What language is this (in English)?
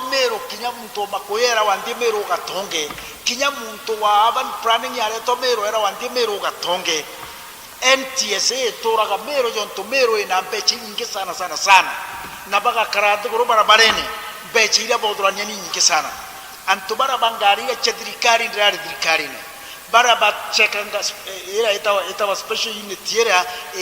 Meru